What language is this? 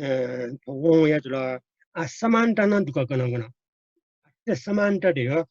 Newari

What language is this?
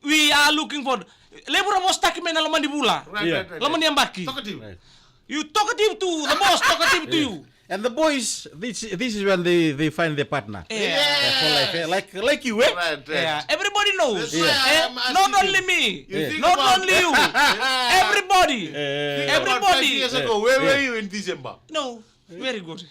Fijian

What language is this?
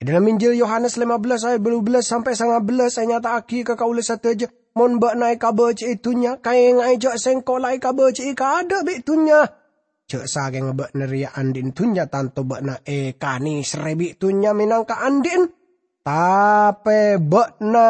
Madurese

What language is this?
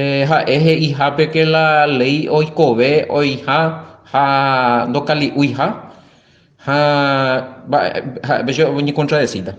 Guarani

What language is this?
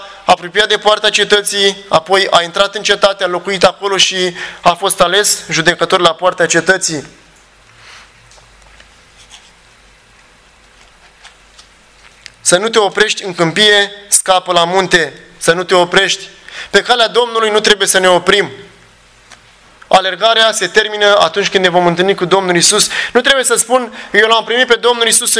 Romanian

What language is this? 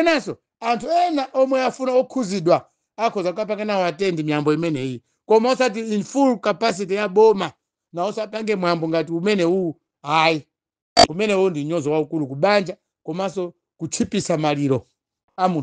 Nyanja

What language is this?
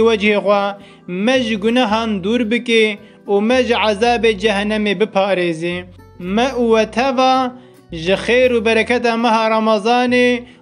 Kurdish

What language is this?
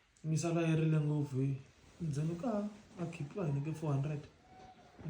Tsonga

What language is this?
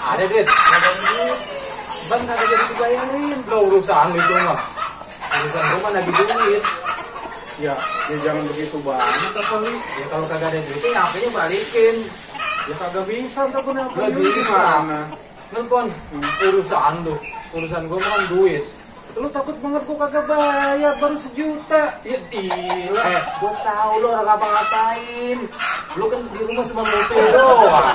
Betawi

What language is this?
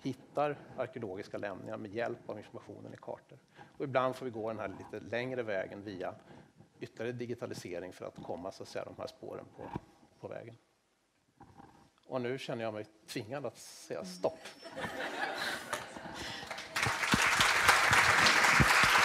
Swedish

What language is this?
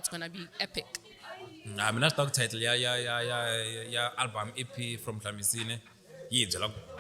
Tsonga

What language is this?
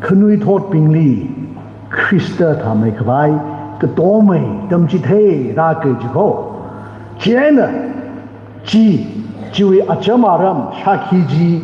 Tangkhul Naga (India)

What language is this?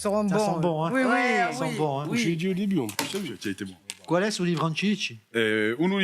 Corsican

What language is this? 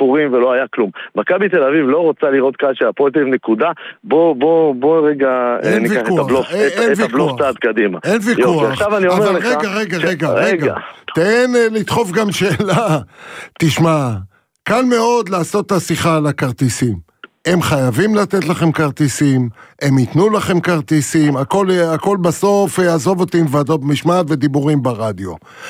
Hebrew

